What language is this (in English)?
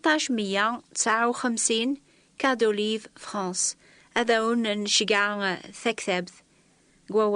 Kabyle